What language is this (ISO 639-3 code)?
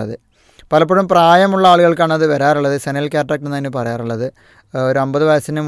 mal